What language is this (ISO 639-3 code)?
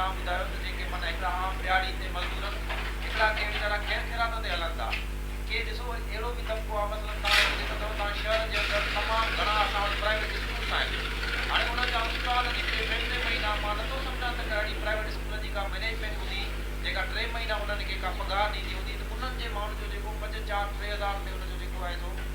snd